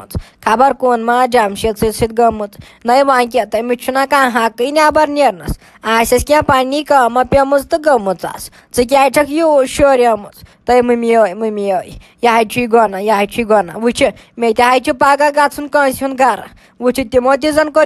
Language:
Kashmiri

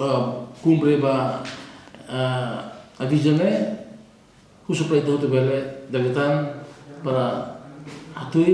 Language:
Tetum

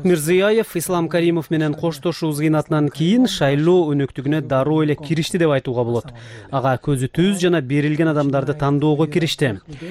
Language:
Kyrgyz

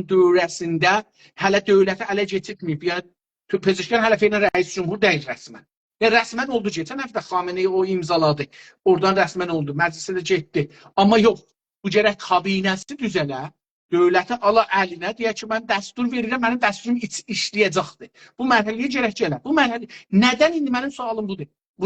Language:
South Azerbaijani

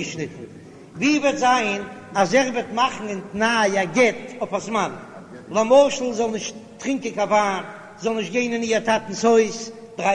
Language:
Yiddish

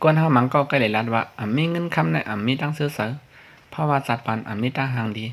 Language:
Shan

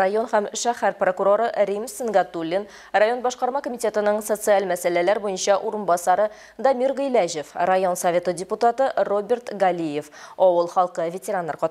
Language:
Tatar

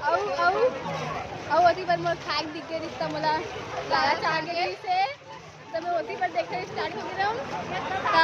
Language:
Chhattisgarhi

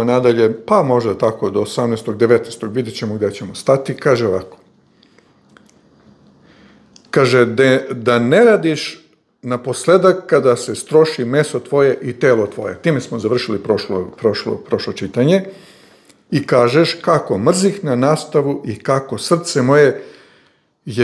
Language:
Serbian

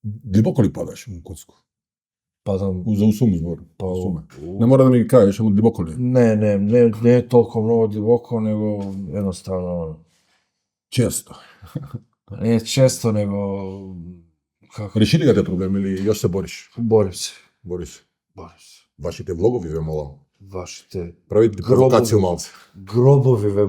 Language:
Macedonian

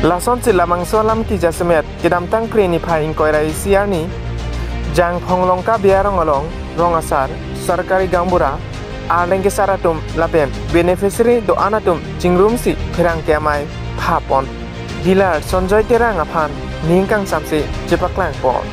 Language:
Karbi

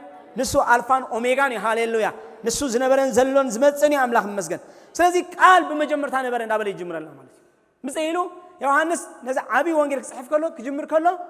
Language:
Tigrinya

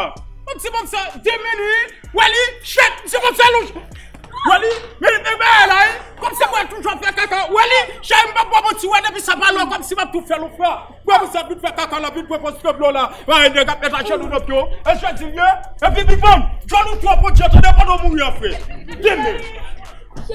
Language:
Haitian Creole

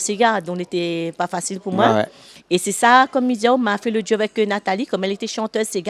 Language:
Réunion Creole French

